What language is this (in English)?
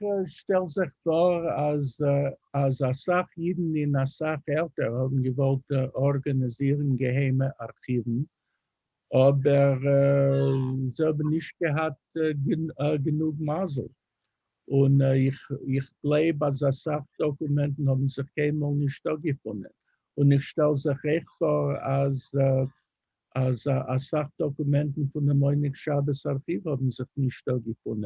Yiddish